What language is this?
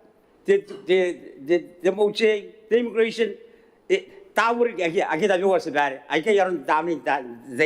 Gilbertese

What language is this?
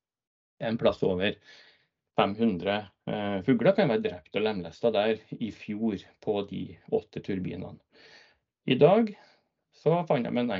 Norwegian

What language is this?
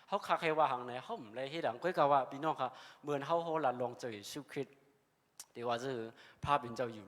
Shan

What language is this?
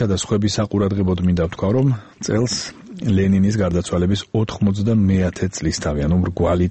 Georgian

